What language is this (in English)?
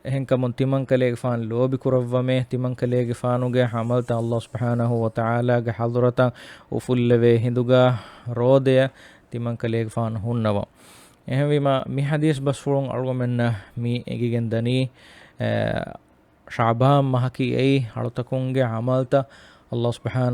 Divehi